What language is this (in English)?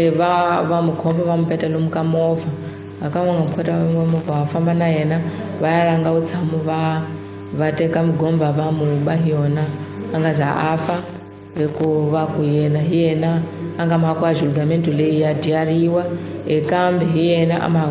Tsonga